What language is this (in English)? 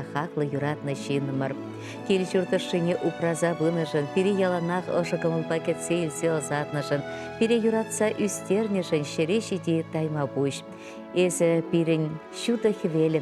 Chuvash